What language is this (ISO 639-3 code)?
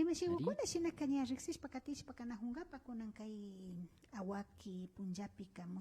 qvi